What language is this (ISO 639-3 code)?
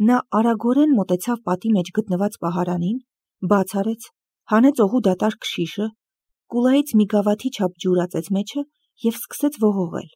hye